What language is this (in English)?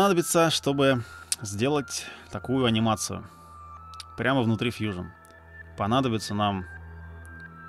Russian